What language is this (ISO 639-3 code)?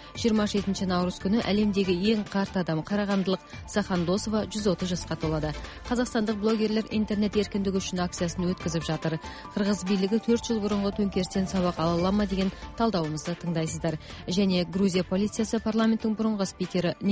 kaz